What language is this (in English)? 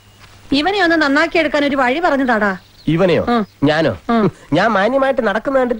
Malayalam